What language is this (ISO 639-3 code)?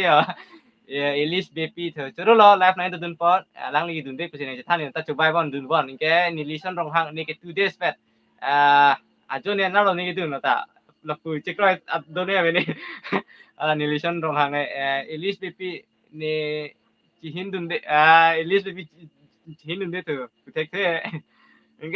mjw